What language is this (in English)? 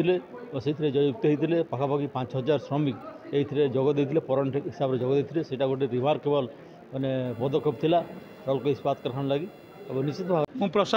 Odia